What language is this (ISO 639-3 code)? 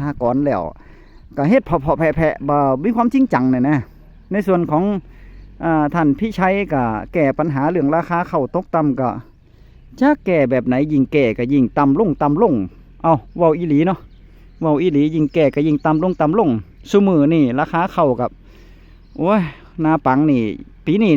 tts